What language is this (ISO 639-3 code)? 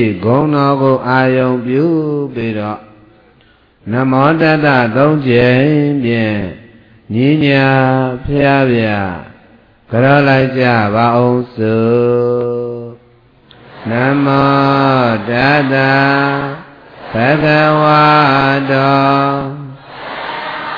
mya